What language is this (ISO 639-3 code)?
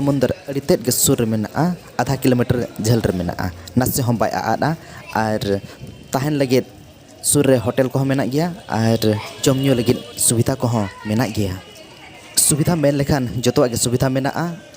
sat